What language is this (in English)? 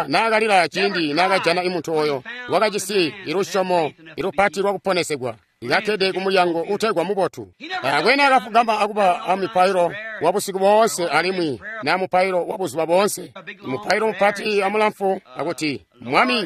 Tonga (Zambia)